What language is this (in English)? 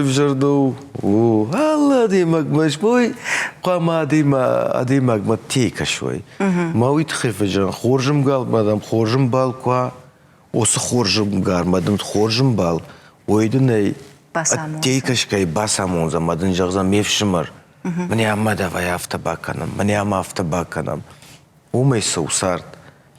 Ossetic